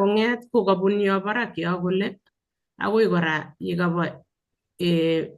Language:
Kalenjin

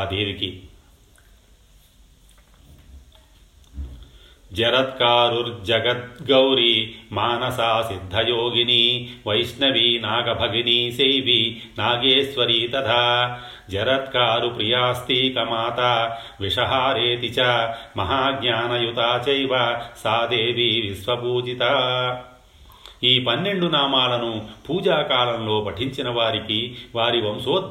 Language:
Telugu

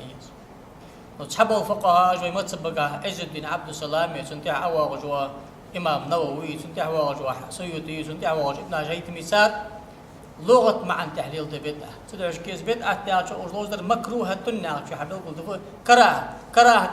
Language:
Ingush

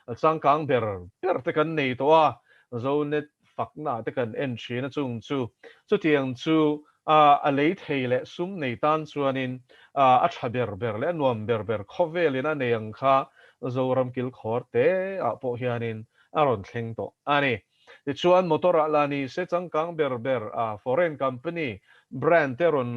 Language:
Mizo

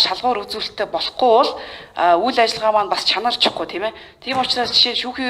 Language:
Mongolian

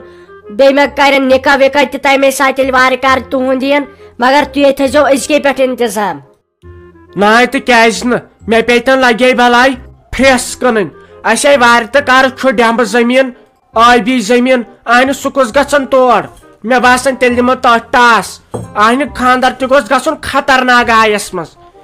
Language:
Kashmiri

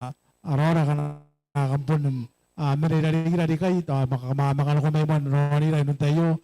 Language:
Gilbertese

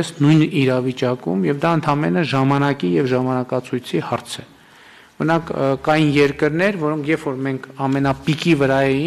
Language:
Armenian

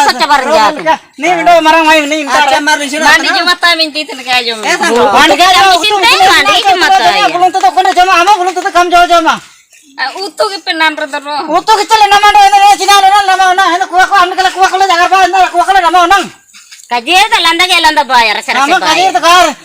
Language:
Ho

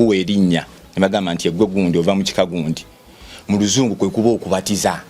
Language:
Ganda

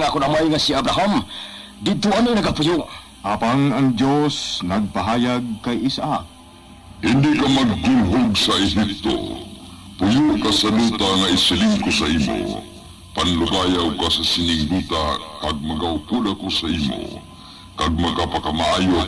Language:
Hiligaynon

